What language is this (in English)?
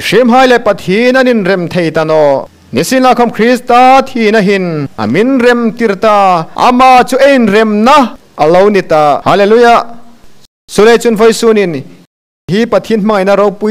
Hmar